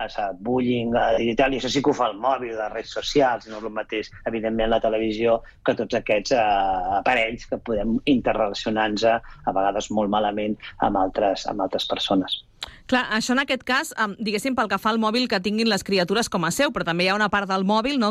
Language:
Catalan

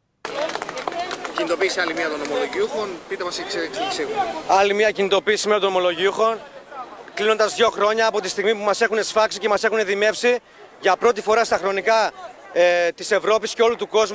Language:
Greek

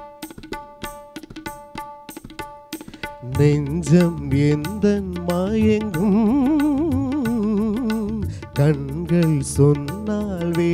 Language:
Tamil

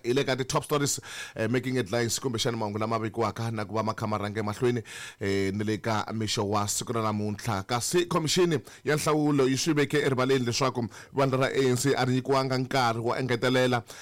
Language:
Tsonga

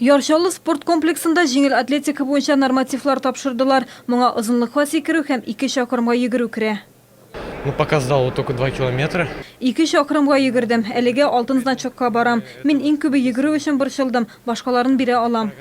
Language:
Tatar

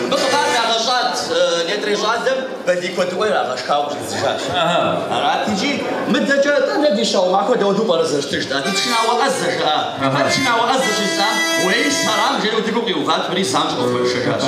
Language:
Kabardian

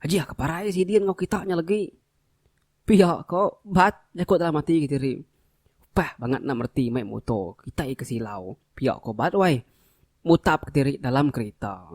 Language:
Iban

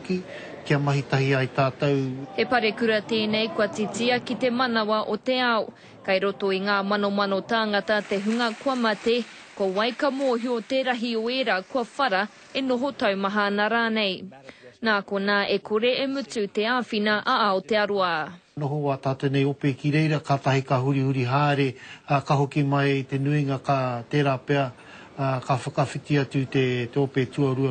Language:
Māori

